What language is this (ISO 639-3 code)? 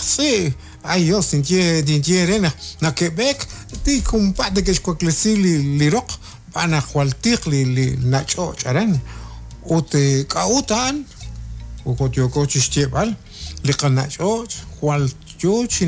kek